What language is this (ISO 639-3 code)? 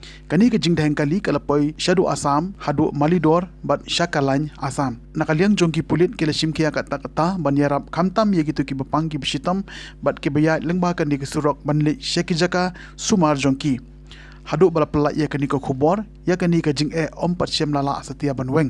kha